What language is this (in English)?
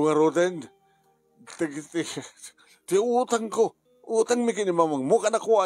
Iloko